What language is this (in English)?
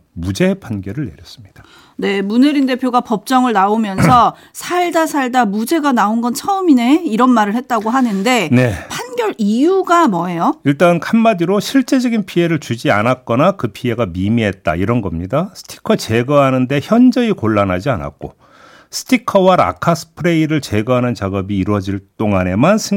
Korean